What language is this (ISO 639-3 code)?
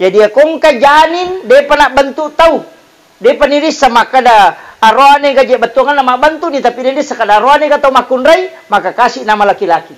bug